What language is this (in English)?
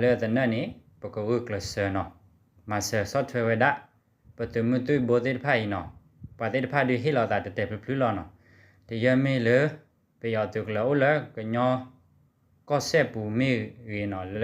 S'gaw Karen